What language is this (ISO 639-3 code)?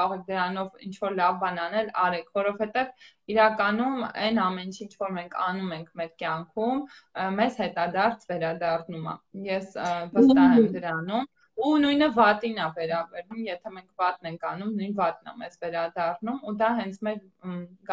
hye